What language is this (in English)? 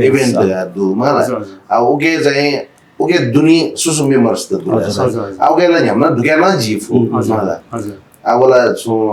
Newari